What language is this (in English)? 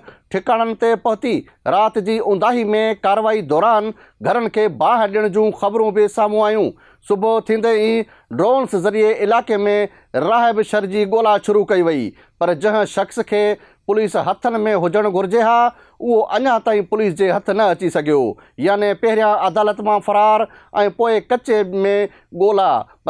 Sindhi